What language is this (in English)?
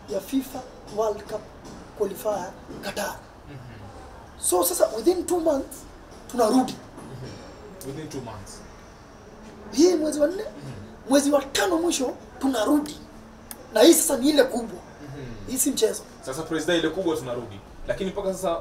Swahili